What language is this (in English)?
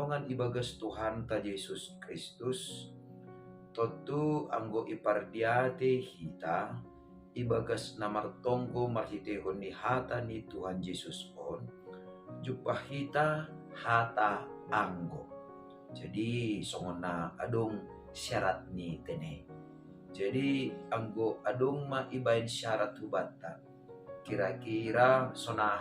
Batak Simalungun